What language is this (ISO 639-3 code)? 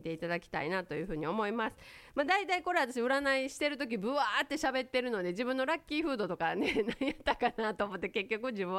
jpn